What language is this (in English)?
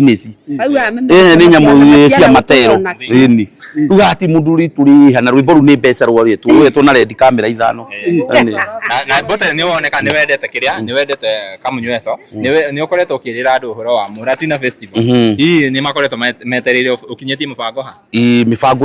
Kikuyu